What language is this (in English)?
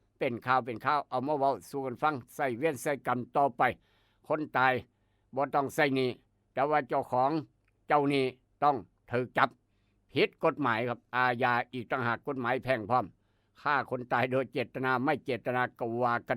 Northeastern Thai